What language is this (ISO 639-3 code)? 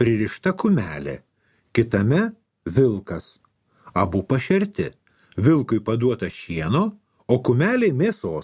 lit